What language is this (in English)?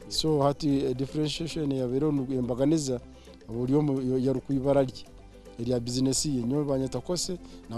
Nyankole